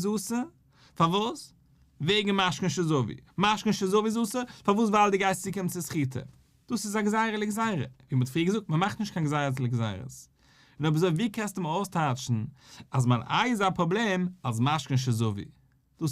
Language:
Yiddish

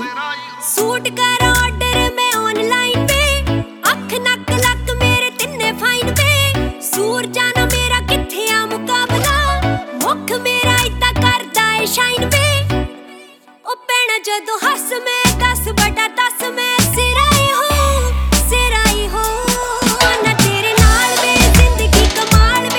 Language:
Punjabi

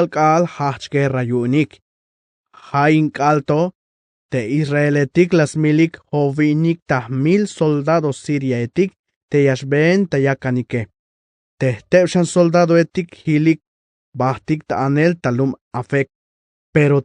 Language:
Tzeltal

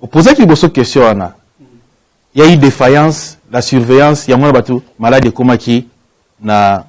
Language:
Lingala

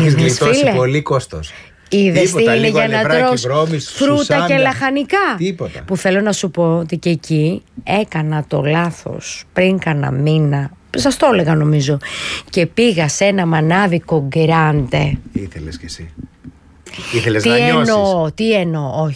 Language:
Greek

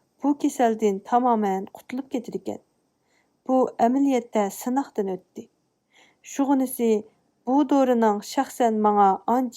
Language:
Uyghur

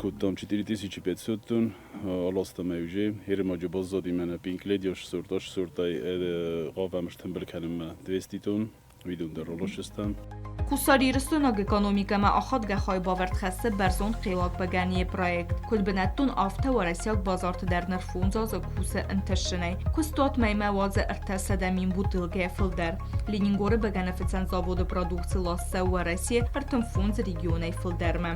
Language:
Ossetic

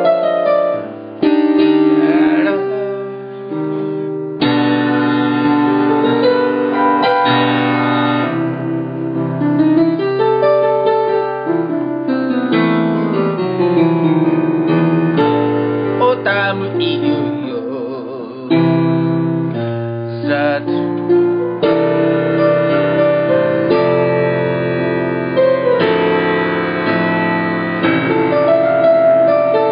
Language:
Japanese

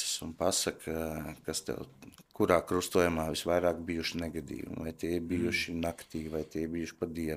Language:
Latvian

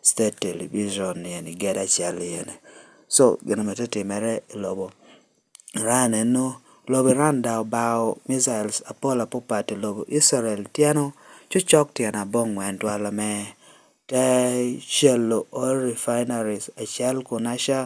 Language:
Lango (Uganda)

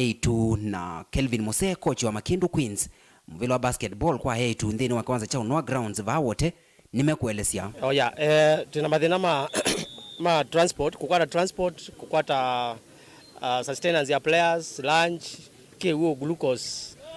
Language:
Kamba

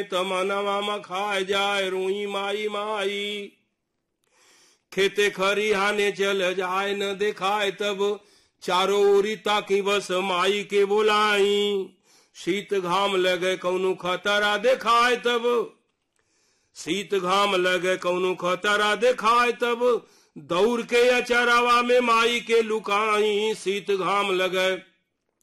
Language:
Bhojpuri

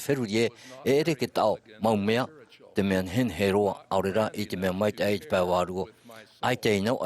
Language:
Tahitian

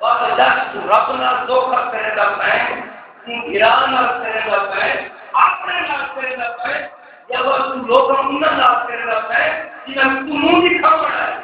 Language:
Saraiki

